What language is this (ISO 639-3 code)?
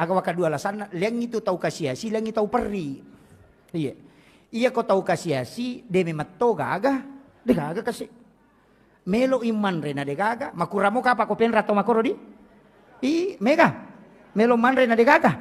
bug